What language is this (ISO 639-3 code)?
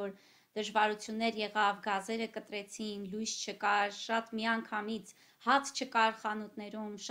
hye